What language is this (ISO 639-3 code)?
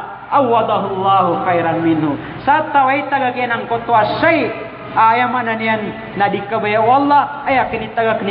mrw